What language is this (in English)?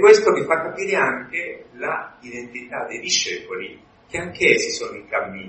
Italian